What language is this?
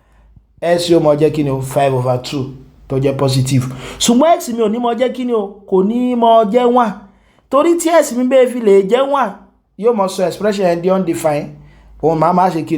Yoruba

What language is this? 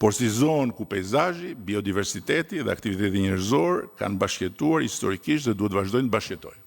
Albanian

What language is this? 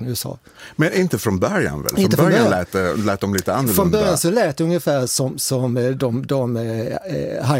Swedish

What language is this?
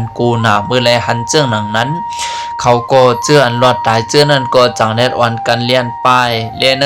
Lao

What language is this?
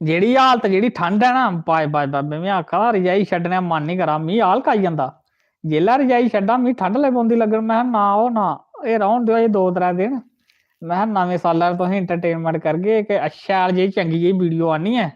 Dogri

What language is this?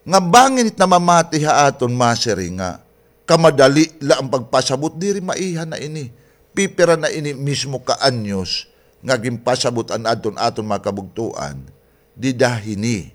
Waray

